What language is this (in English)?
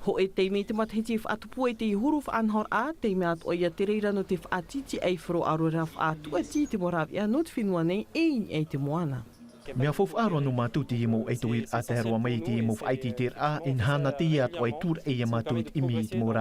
Tahitian